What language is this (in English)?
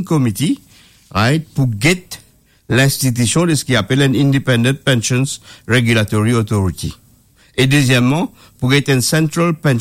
Morisyen